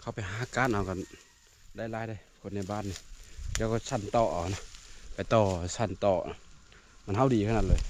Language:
Northeastern Thai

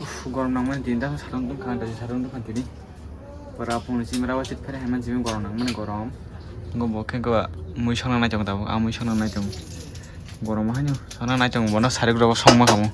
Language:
Kok Borok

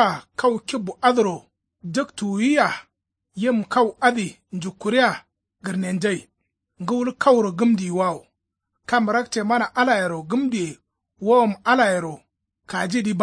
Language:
Kanuri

